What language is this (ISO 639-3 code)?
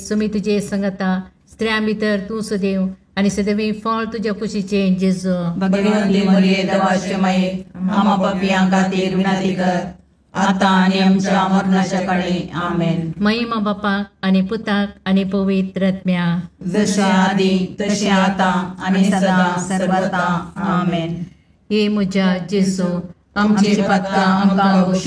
kok